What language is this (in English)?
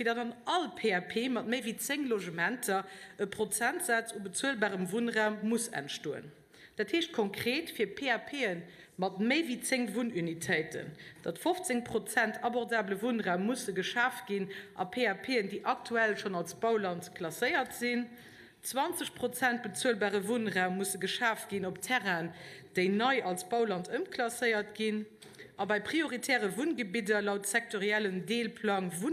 Luxembourgish